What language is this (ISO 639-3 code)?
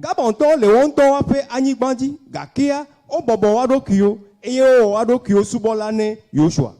ewe